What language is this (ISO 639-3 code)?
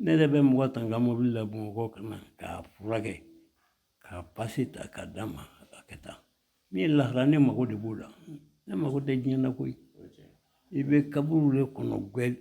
bam